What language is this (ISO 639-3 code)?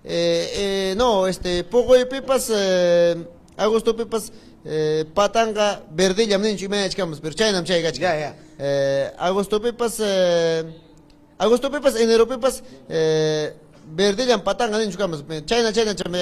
quy